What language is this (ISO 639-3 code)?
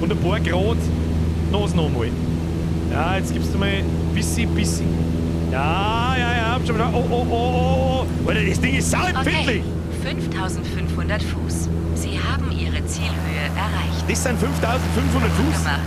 bar